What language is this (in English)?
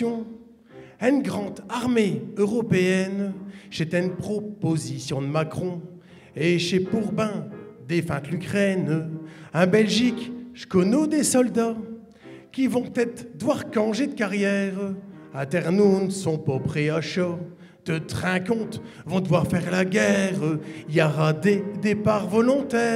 Picard